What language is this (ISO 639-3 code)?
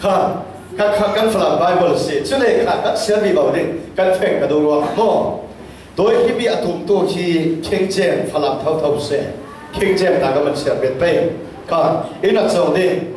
cfm